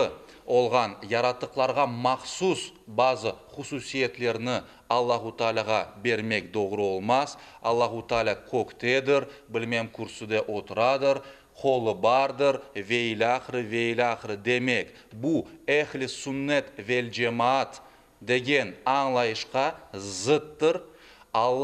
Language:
Crimean Tatar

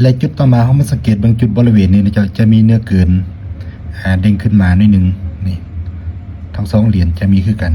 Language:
Lao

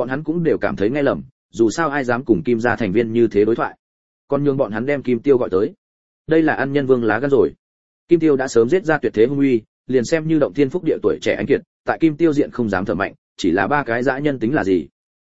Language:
Vietnamese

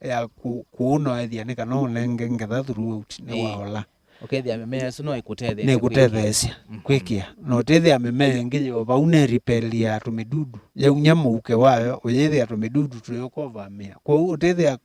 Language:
Kamba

